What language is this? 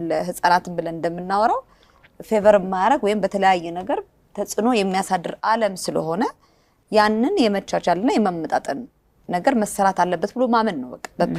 Amharic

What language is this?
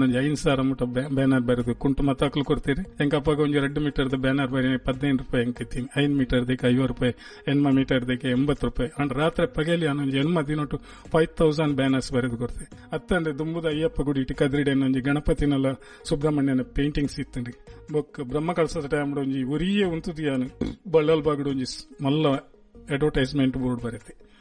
Tulu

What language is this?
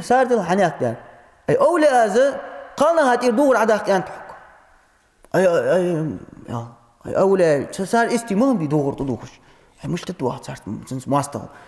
Ingush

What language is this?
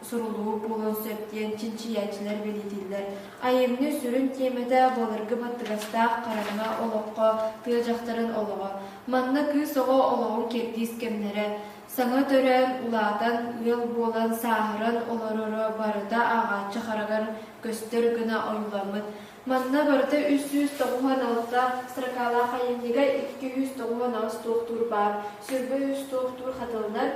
Yakut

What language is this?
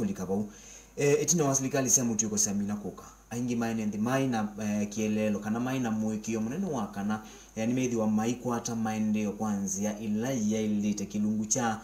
Kamba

